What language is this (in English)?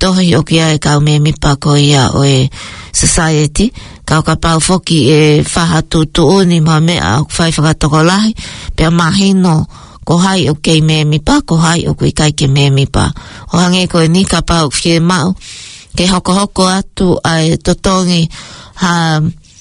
Tongan